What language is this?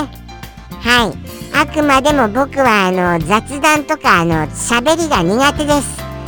Japanese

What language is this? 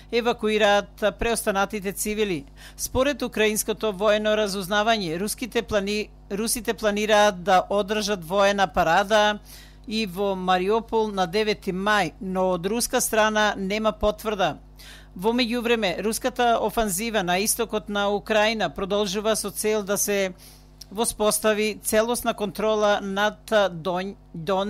Macedonian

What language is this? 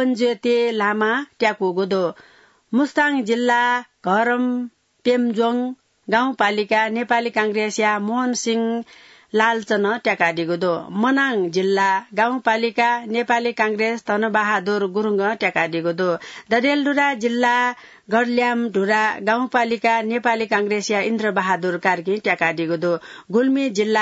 Newari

